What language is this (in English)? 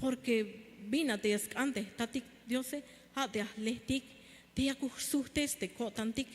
Tzeltal